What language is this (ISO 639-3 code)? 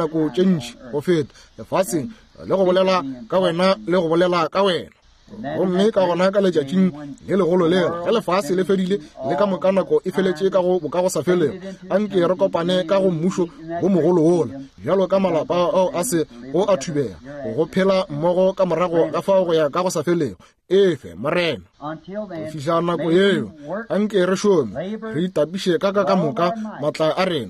nso